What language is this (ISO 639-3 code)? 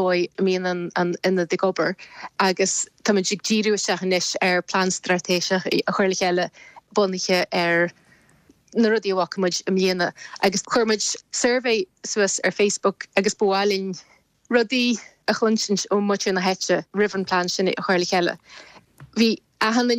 gle